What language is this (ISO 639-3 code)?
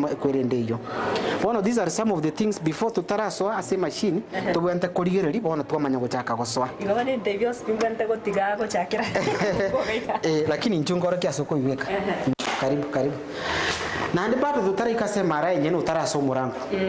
guz